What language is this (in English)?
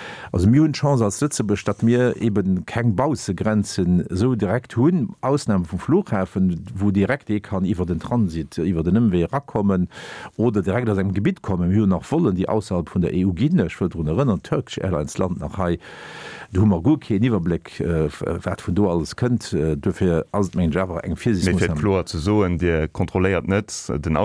Luxembourgish